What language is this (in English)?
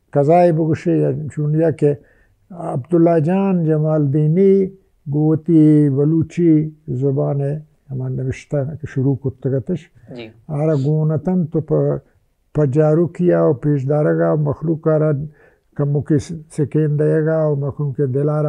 Baluchi